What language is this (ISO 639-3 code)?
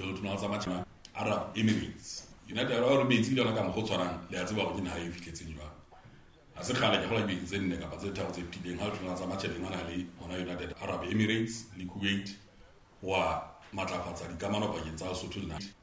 sot